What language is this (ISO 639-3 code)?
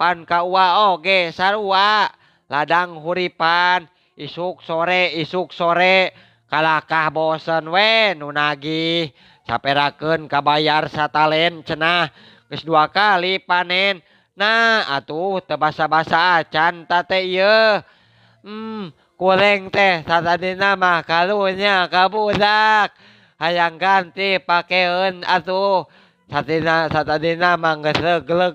sun